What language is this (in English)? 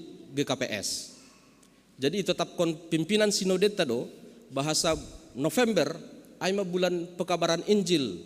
Batak Simalungun